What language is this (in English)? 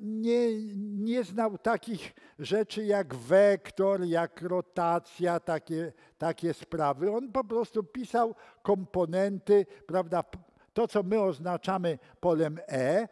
Polish